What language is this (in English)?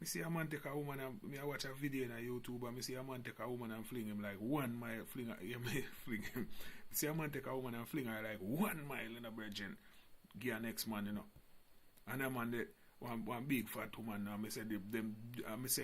Jamaican Creole English